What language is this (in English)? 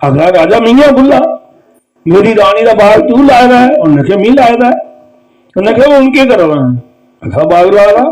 Dogri